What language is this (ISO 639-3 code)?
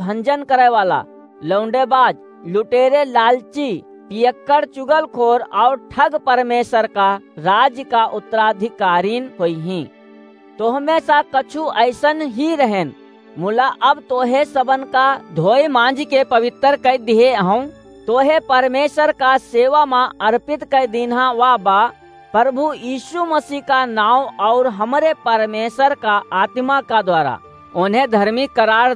awa